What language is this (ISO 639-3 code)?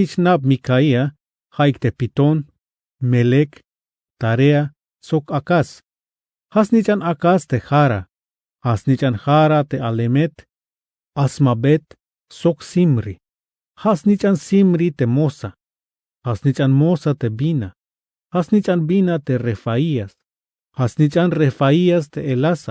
tzh